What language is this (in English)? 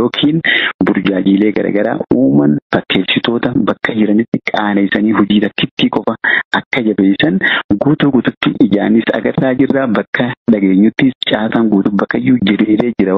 Oromo